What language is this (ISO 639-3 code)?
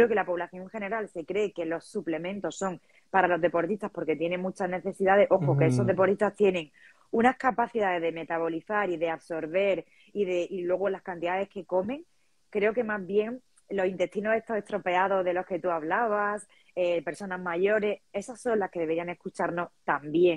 spa